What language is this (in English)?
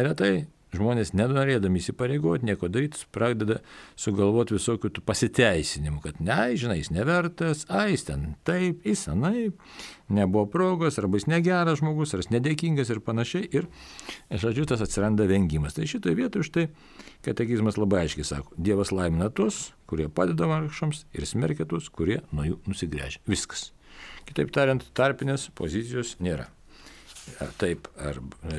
Lithuanian